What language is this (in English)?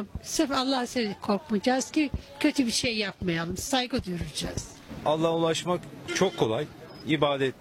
Turkish